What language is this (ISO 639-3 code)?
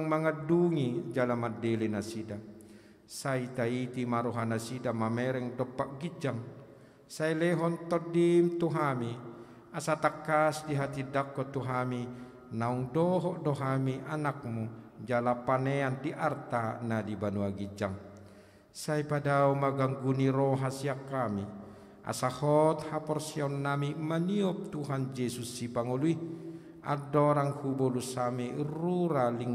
bbc